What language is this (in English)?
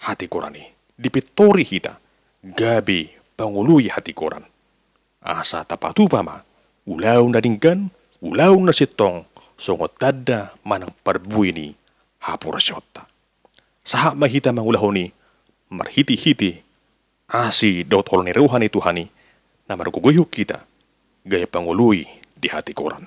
Batak Toba